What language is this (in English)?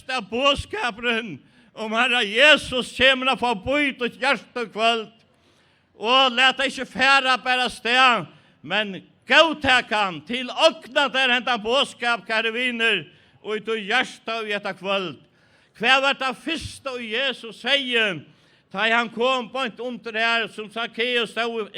Faroese